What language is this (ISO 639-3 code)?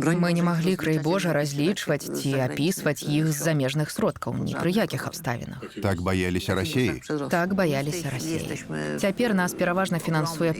bel